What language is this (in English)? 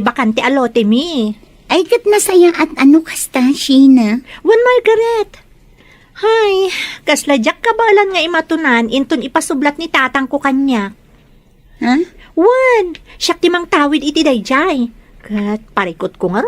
Iloko